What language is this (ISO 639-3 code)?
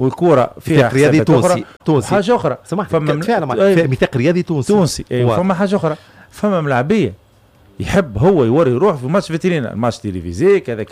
aeb